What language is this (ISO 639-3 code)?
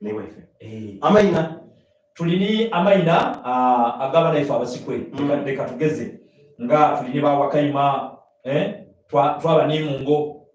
xog